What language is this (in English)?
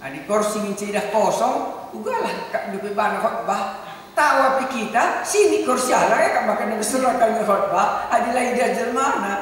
Batak Karo